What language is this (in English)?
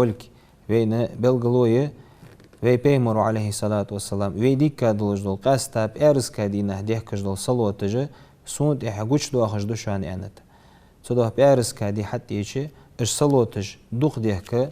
Ingush